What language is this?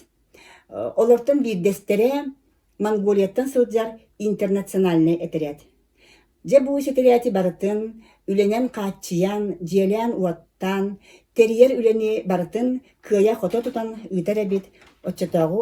Yakut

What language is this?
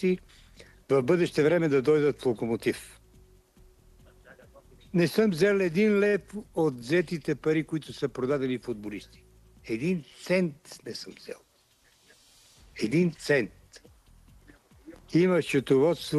Bulgarian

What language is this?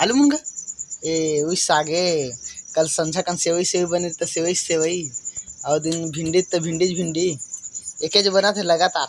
Chhattisgarhi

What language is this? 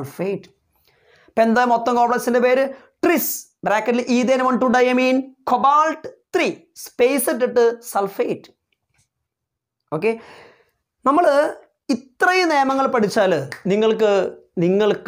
Malayalam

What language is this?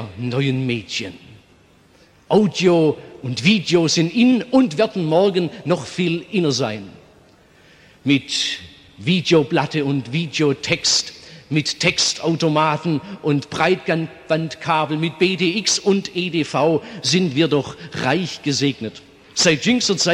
German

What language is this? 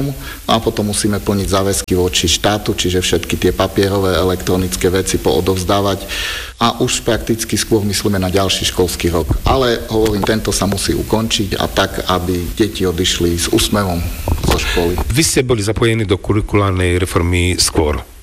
Slovak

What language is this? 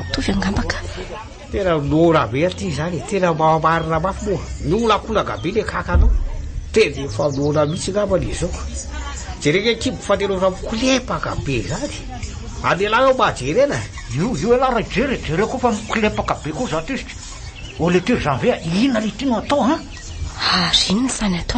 Malagasy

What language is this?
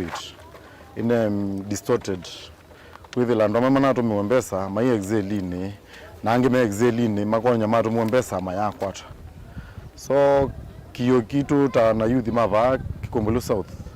Kamba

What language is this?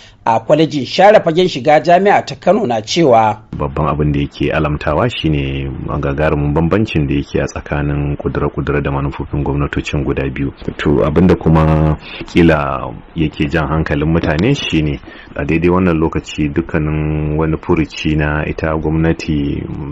Hausa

